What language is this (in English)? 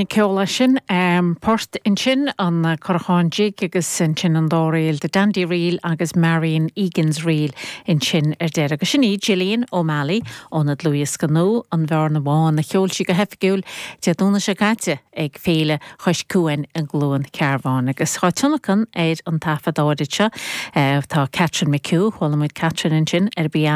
Irish